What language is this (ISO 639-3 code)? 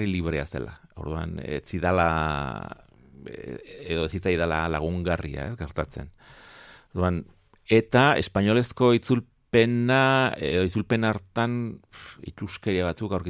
eus